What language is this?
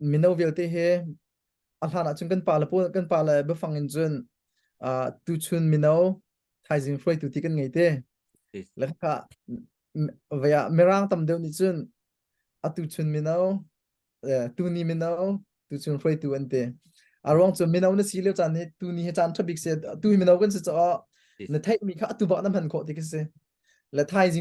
Hakha Chin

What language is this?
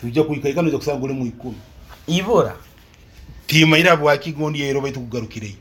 Nyoro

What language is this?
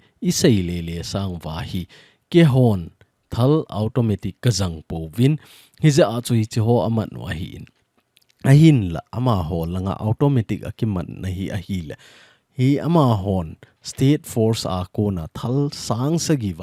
Thado Chin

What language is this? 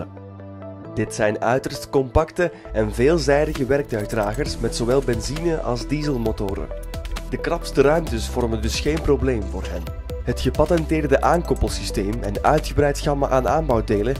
Dutch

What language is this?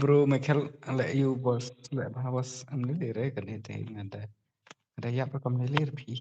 Khasi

